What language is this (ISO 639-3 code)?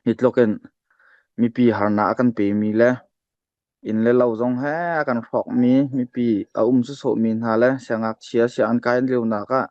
cnh